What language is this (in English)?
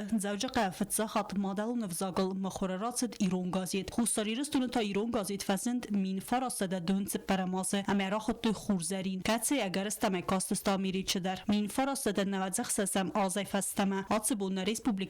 Ossetic